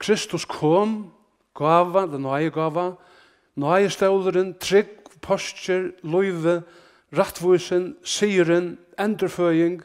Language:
Faroese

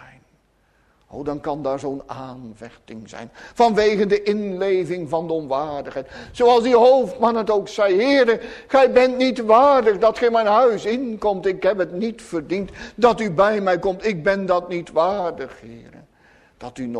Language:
Dutch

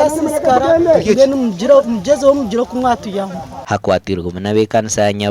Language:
Nyankole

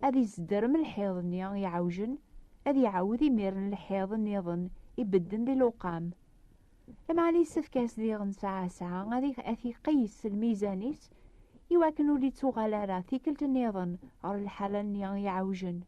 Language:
Kabyle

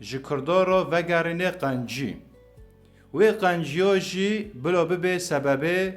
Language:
Kurdish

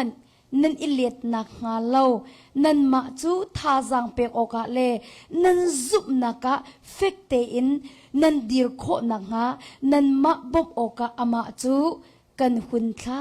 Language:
Hakha Chin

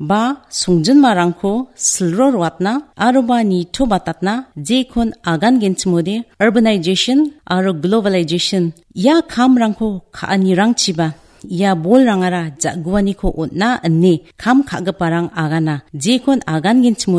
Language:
Garo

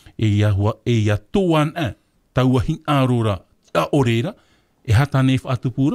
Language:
Tahitian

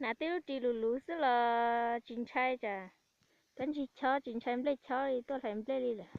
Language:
Hmong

